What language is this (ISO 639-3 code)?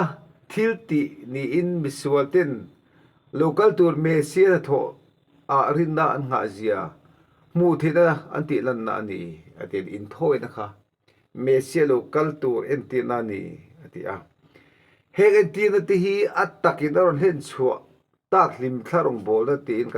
lus